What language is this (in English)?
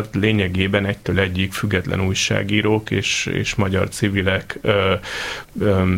Hungarian